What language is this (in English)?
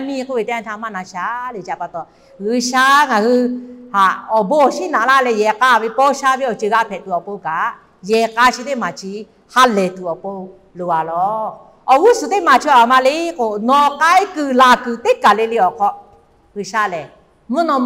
Lahu